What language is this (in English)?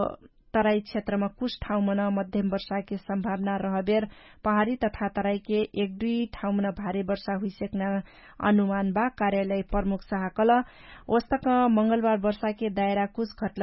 Dangaura Tharu